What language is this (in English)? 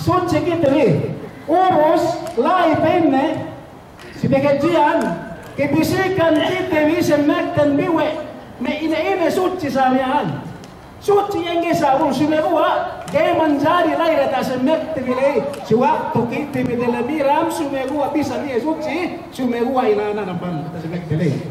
Yakan